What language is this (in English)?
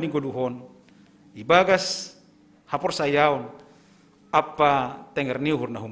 Batak Simalungun